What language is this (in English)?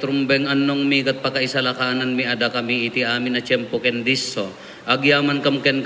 Iloko